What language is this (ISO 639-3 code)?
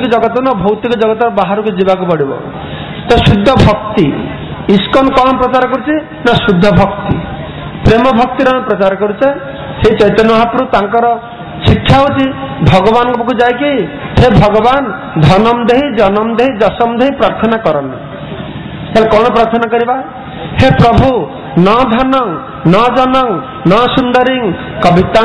ori